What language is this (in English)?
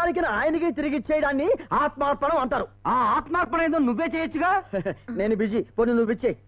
Telugu